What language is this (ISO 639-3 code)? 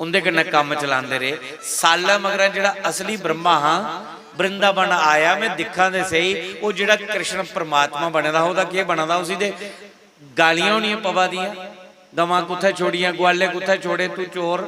doi